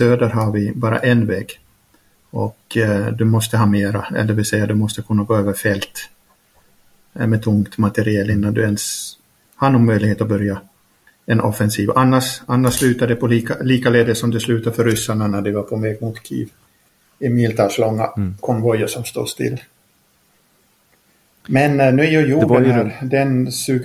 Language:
Swedish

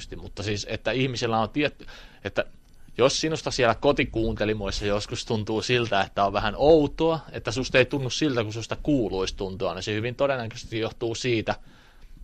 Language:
Finnish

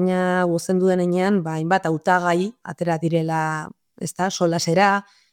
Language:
Basque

